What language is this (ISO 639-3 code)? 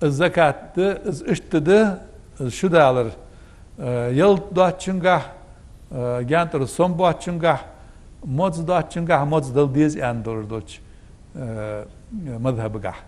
inh